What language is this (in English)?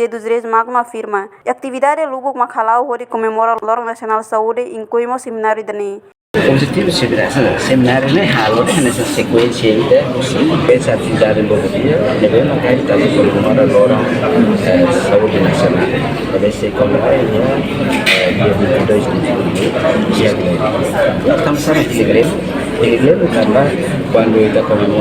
Tetum